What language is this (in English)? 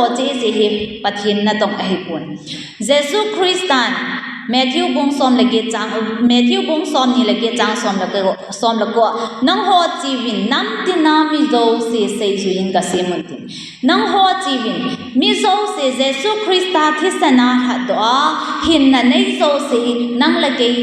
Thado Chin